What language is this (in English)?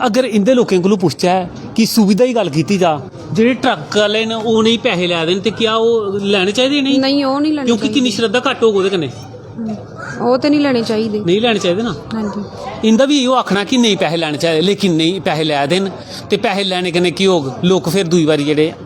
Dogri